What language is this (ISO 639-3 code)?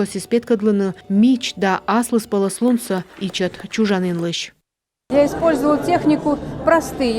kom